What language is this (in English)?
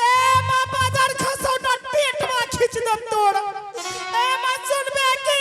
Angika